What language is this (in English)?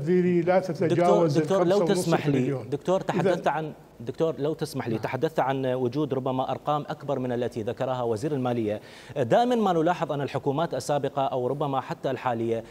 Mesopotamian Arabic